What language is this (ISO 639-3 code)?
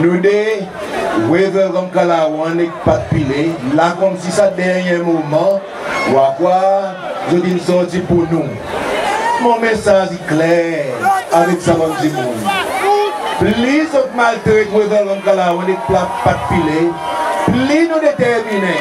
crs